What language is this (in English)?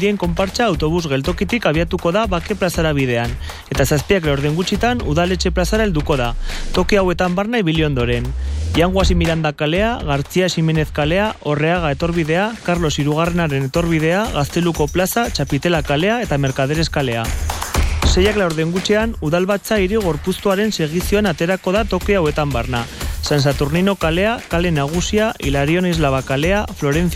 Basque